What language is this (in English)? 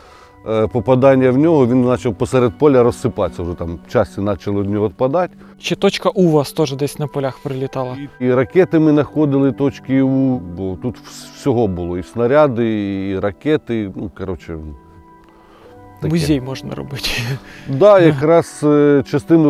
Ukrainian